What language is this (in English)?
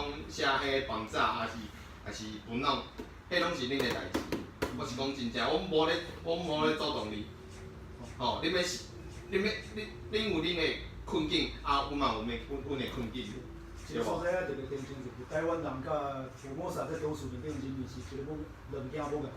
Min Nan Chinese